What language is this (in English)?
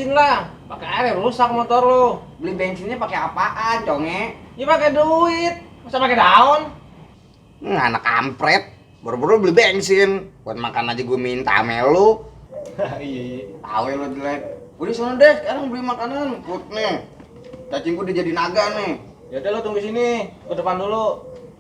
Betawi